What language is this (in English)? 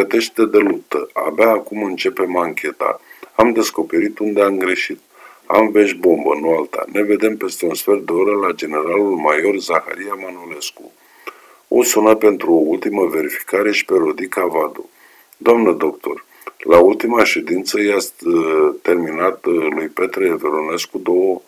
Romanian